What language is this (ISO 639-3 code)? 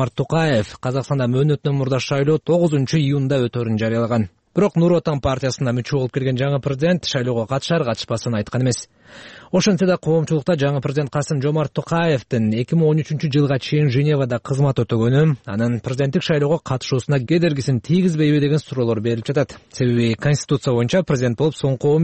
kir